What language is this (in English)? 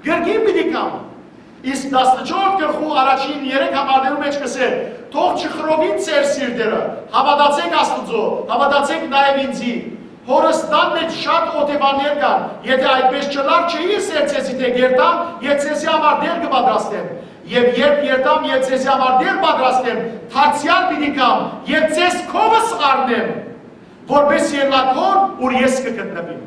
Western Armenian